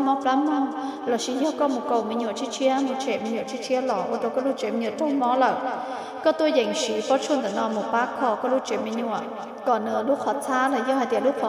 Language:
Hmong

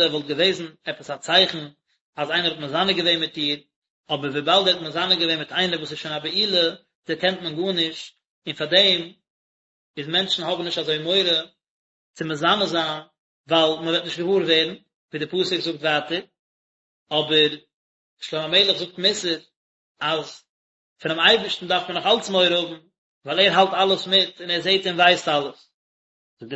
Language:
Yiddish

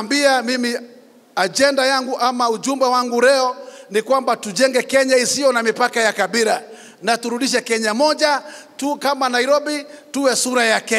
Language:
Swahili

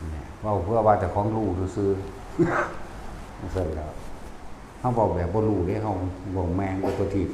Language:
Northeastern Thai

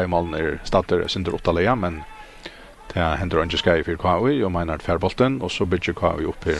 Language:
Faroese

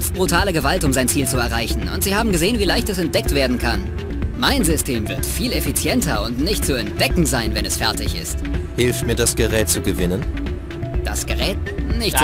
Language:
German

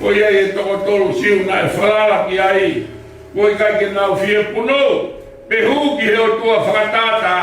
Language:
Tongan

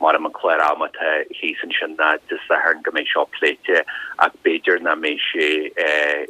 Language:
Irish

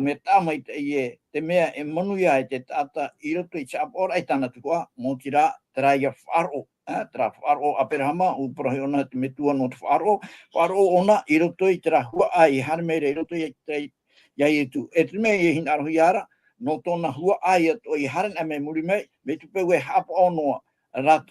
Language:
Tahitian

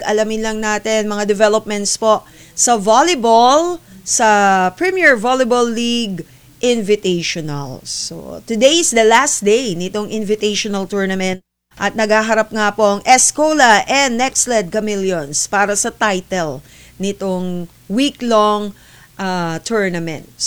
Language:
Filipino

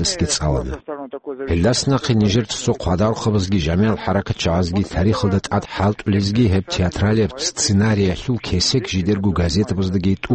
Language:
Avaric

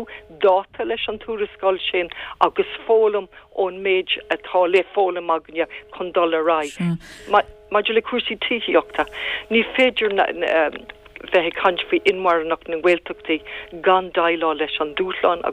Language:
Irish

